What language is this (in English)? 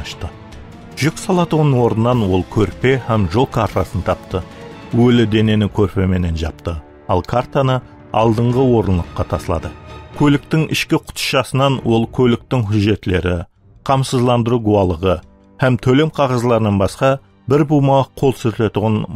Kara-Kalpak